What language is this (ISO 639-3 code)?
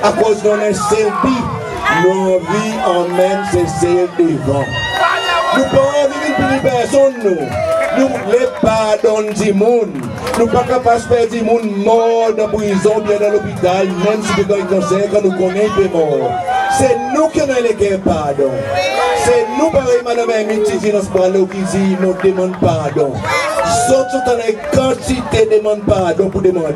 crs